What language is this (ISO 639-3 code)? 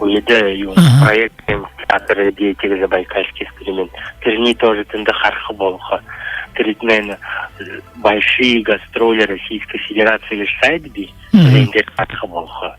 bua